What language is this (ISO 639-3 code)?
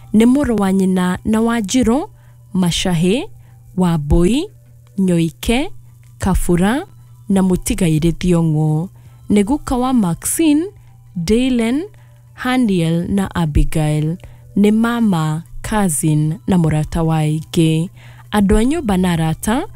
kik